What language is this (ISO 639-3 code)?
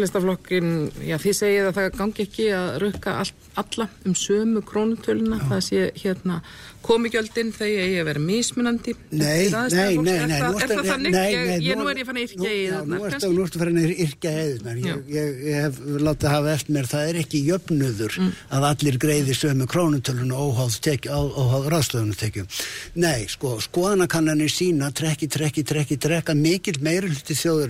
isl